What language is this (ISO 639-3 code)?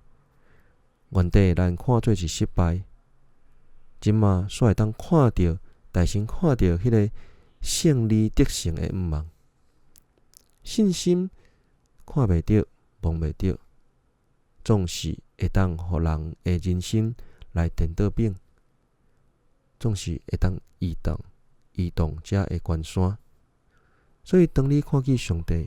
nan